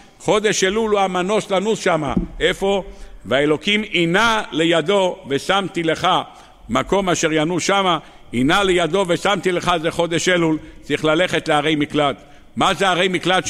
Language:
Hebrew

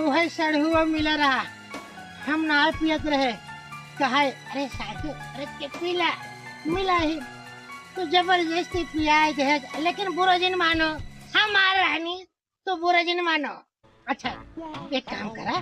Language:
Awadhi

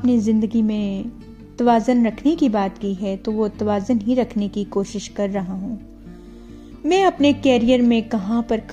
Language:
Urdu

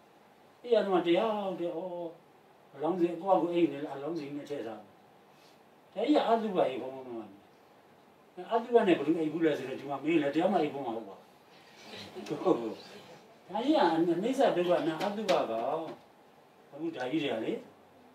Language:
Burmese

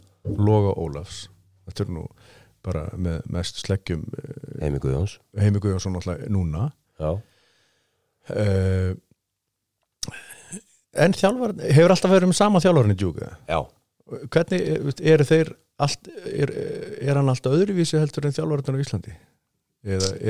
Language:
Icelandic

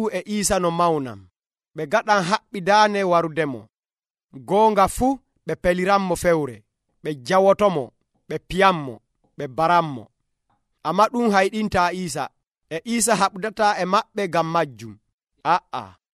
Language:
Nigerian Fulfulde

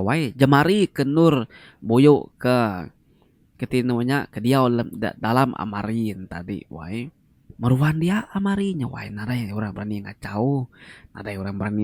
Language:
Iban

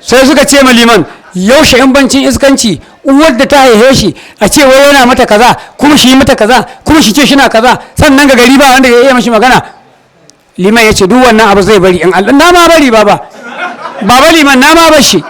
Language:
Hausa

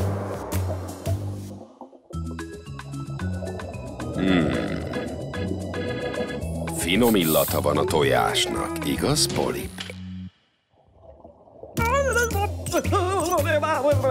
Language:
Hungarian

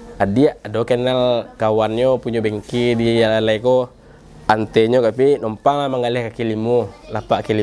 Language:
Minangkabau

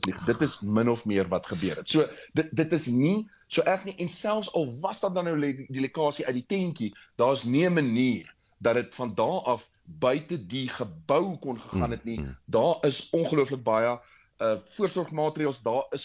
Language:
Afrikaans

